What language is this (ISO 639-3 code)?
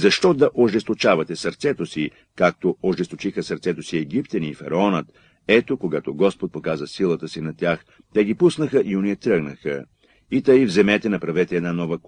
bul